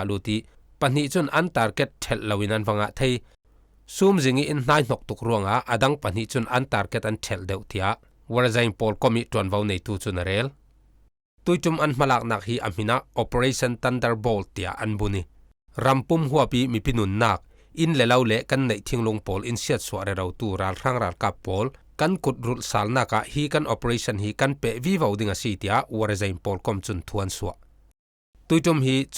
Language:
Falam Chin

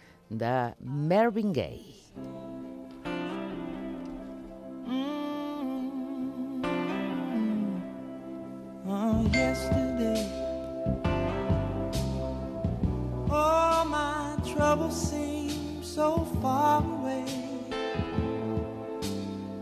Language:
Catalan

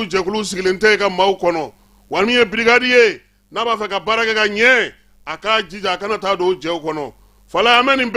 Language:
Bambara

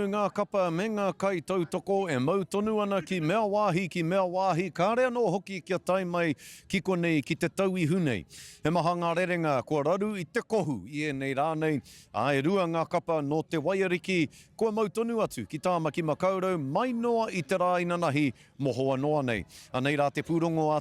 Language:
Māori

